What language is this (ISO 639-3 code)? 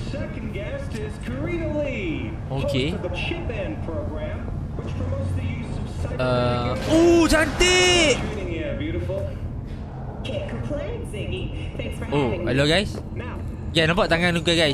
msa